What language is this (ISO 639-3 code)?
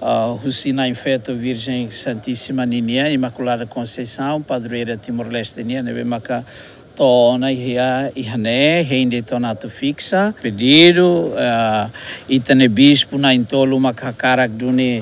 tet